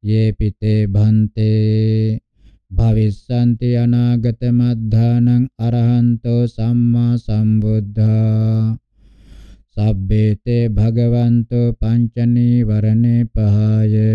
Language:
Pali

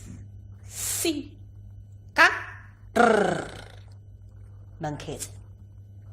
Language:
Wu Chinese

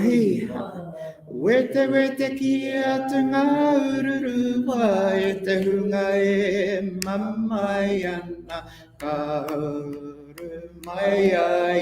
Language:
Māori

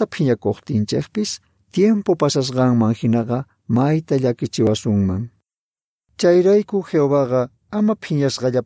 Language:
Quechua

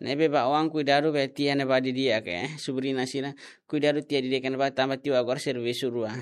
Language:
Tetum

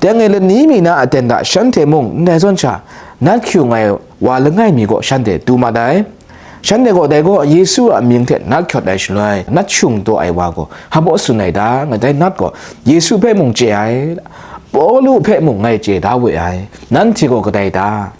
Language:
Kachin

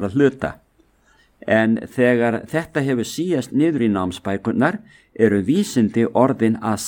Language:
Icelandic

